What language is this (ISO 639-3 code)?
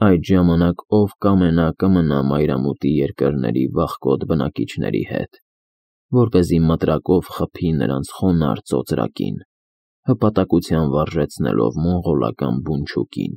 hye